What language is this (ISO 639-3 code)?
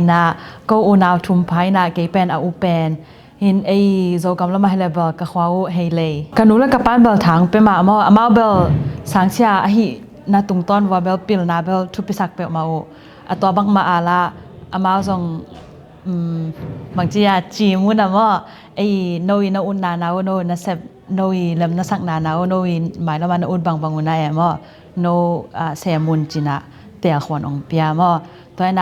ctd